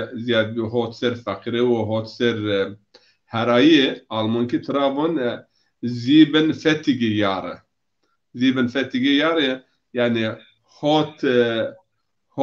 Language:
Zaza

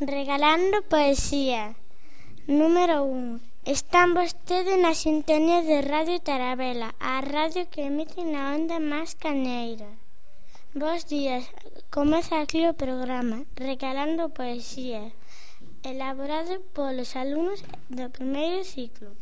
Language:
Galician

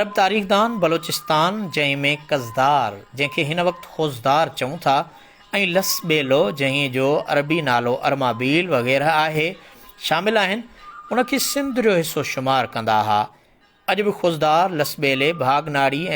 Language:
Sindhi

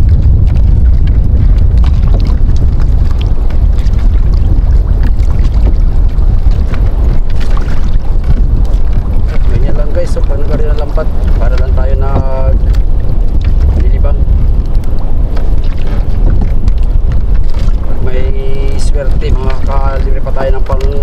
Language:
Filipino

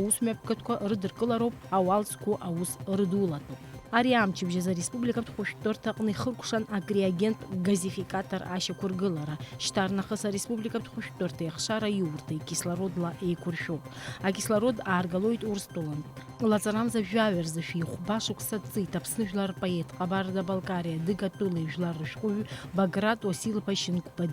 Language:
Abkhazian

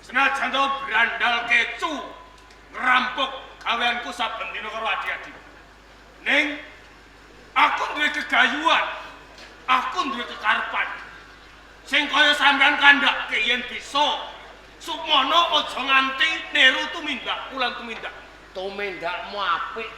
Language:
Javanese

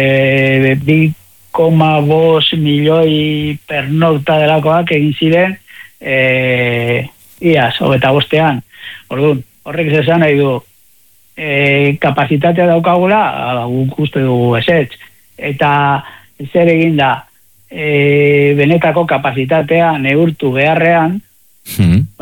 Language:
Basque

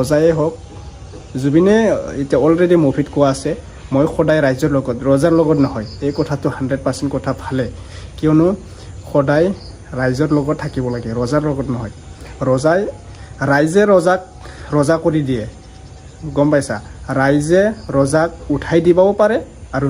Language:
Assamese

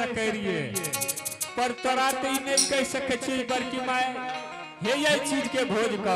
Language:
Angika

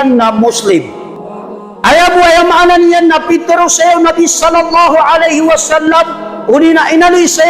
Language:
Maranao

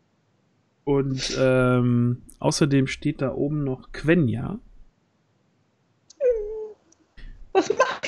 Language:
German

